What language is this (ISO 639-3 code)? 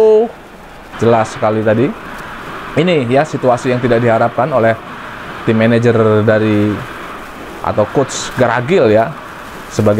ind